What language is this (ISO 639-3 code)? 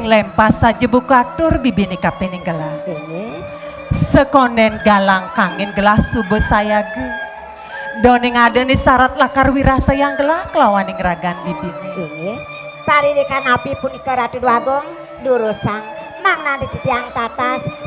ban